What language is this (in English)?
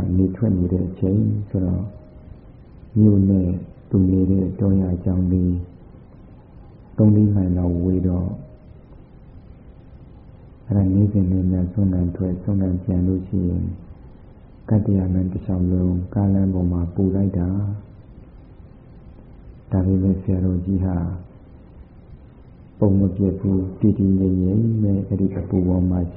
Burmese